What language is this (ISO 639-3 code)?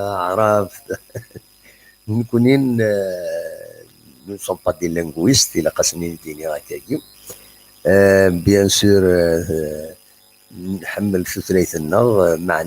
kab